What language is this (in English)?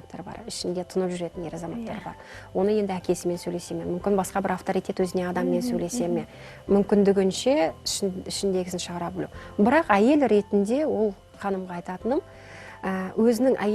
Kazakh